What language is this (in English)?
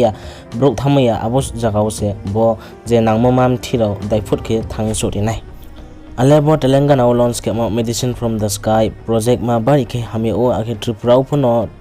Riang (India)